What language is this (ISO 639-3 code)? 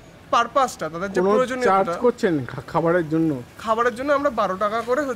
ben